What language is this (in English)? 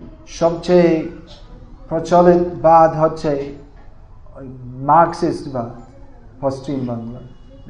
Bangla